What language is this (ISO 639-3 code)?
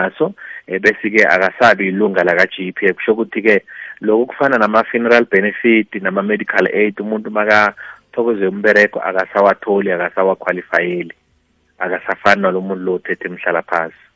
nbl